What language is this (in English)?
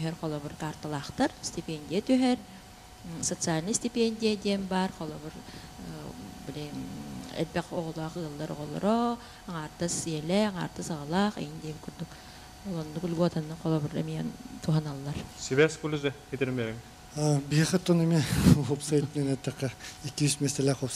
Yakut